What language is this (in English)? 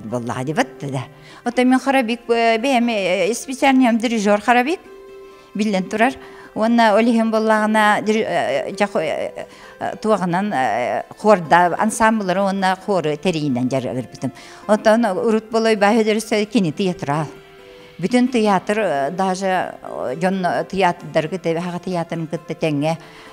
Yakut